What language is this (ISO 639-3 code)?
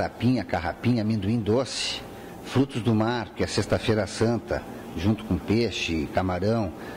por